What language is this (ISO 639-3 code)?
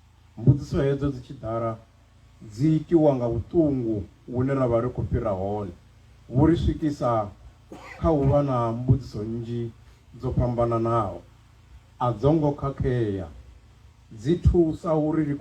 ven